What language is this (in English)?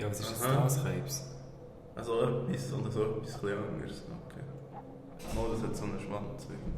Swiss German